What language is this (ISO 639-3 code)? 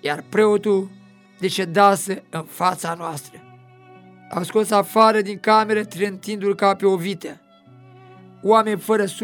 ron